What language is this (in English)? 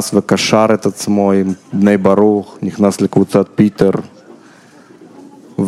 Hebrew